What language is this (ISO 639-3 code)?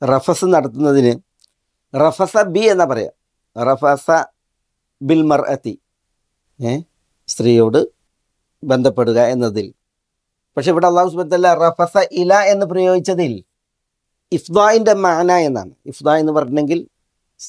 mal